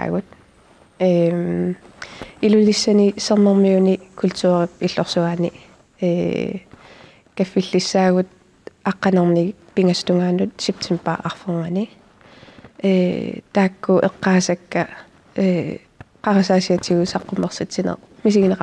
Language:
Kalaallisut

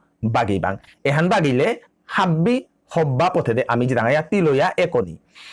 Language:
Bishnupriya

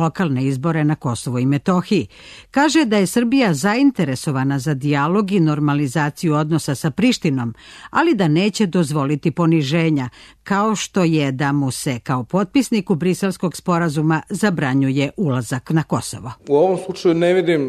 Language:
Serbian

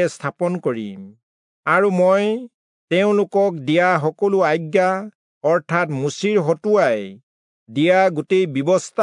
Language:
Assamese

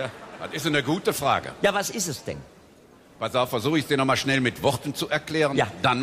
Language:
German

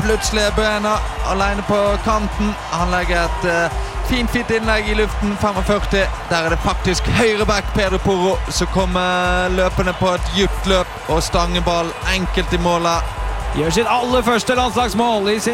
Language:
Norwegian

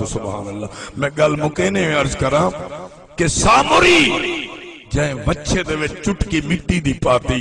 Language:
Saraiki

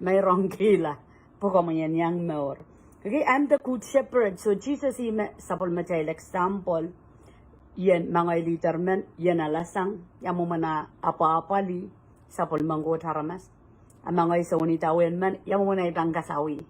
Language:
Pohnpeian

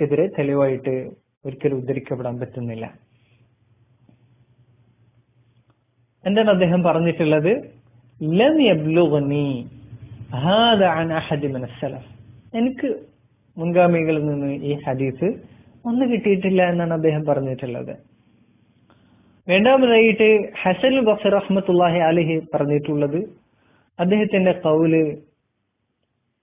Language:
Malayalam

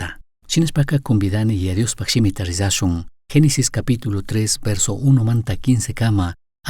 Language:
Chimborazo Highland Quichua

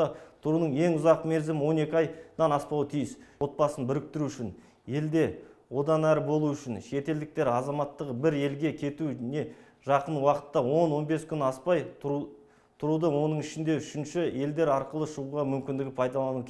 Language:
Kazakh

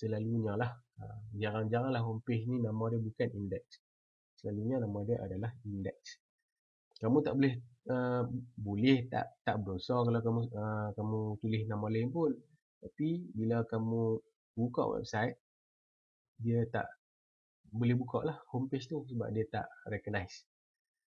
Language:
Malay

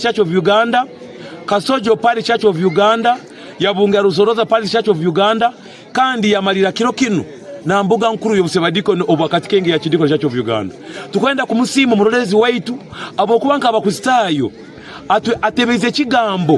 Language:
Nyankole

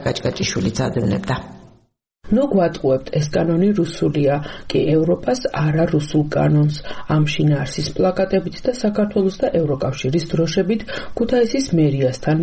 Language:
Georgian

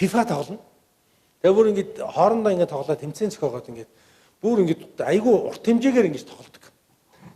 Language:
Mongolian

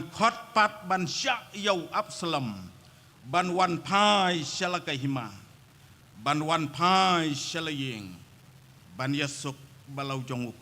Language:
Khasi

